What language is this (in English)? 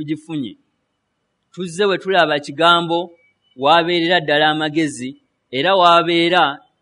Ganda